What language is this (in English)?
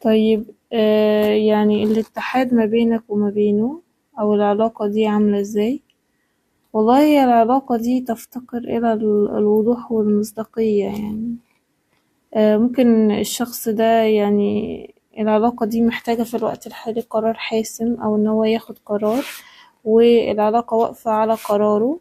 Egyptian Arabic